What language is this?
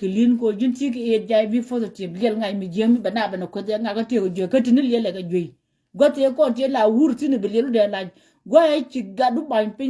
Nuer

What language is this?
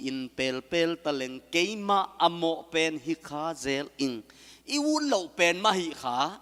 Tedim Chin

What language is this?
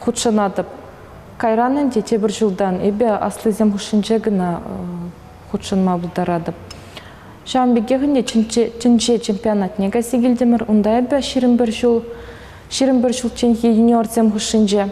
Chuvash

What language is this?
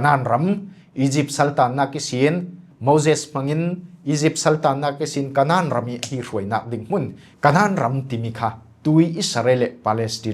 Falam Chin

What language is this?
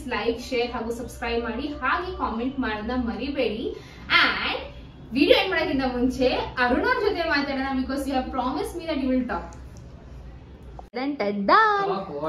Kannada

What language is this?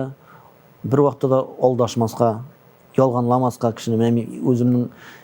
Tatar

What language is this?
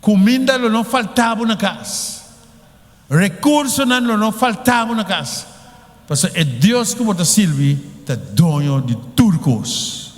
Papiamento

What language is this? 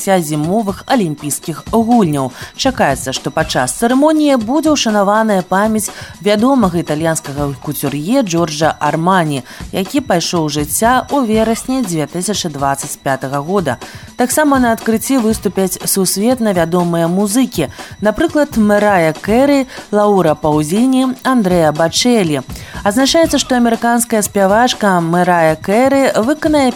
Belarusian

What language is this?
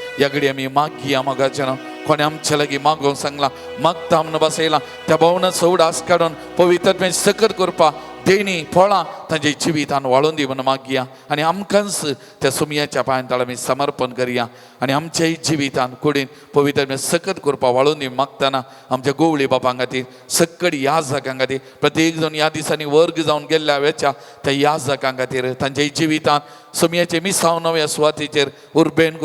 Konkani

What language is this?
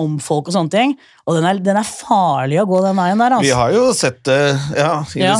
Norwegian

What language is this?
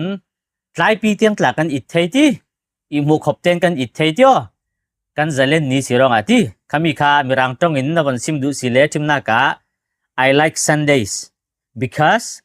Falam Chin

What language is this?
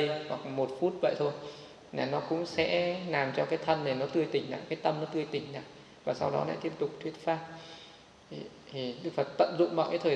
Vietnamese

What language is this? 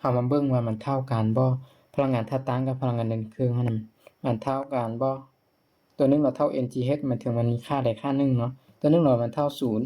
Lao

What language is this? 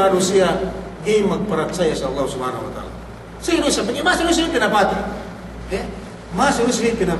Yakan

